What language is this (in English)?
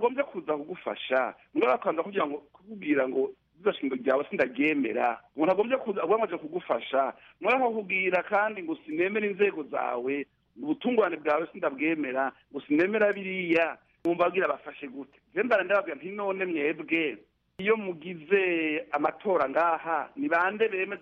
Kinyarwanda